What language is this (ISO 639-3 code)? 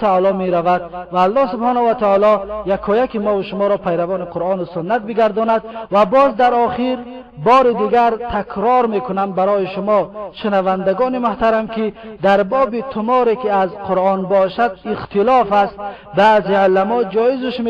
tgk